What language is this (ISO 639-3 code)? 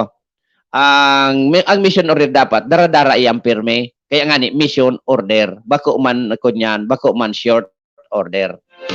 bik